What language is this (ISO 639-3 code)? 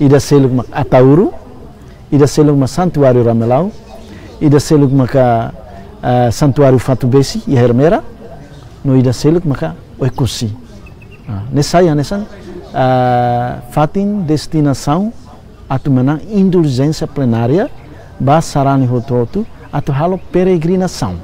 tet